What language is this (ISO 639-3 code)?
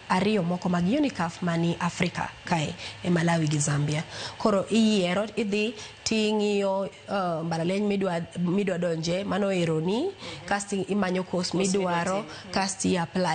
luo